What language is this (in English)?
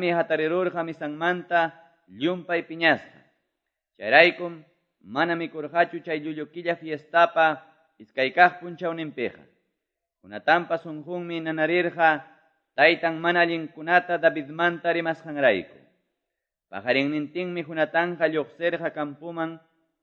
Quechua